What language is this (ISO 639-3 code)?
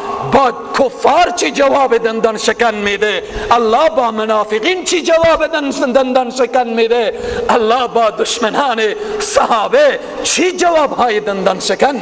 fas